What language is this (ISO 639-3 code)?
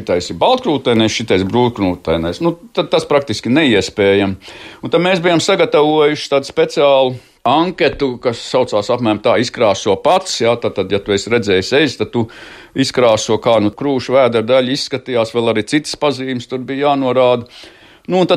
lav